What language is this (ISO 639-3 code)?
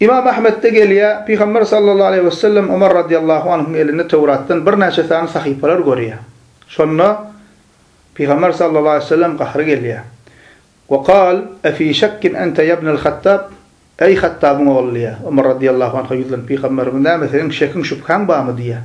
tuk